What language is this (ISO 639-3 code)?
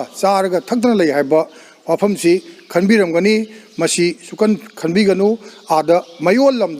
mni